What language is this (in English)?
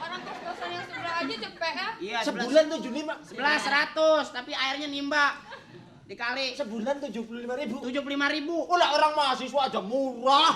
Betawi